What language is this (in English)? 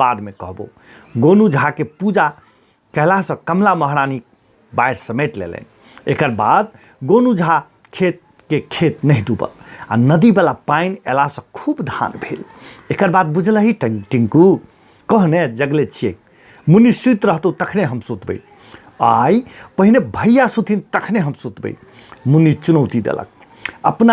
Maithili